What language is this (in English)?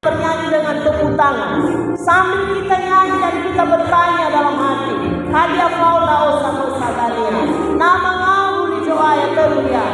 Nias